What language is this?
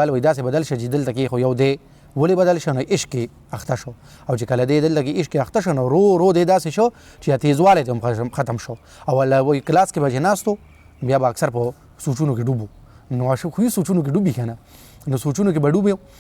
Pashto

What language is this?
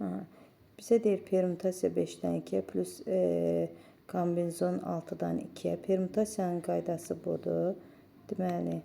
Azerbaijani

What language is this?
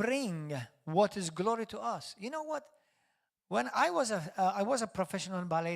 English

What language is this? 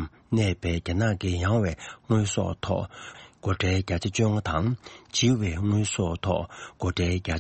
Tibetan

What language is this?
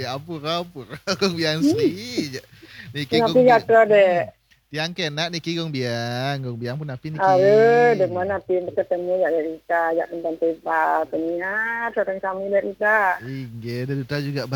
Balinese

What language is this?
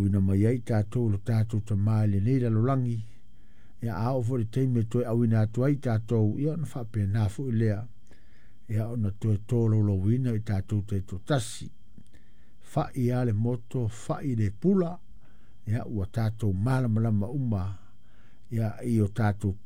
Samoan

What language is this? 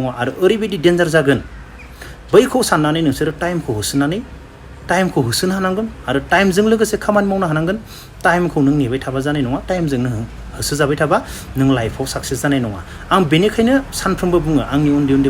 Bodo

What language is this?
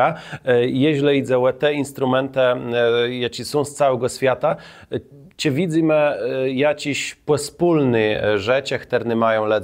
Kashubian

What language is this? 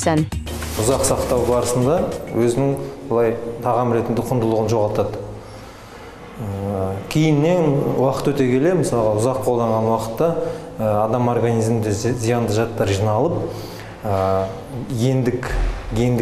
Kazakh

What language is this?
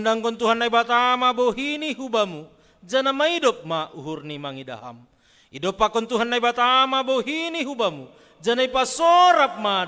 Batak Simalungun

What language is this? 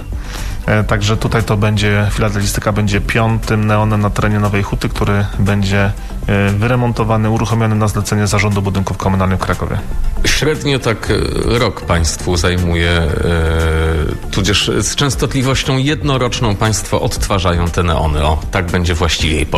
Polish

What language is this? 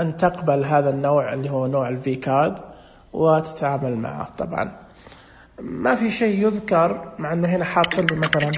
Najdi Arabic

